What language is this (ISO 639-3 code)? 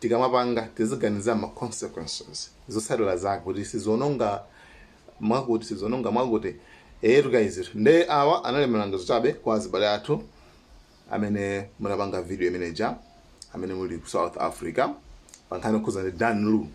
nya